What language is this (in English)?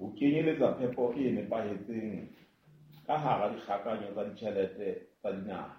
Southern Sotho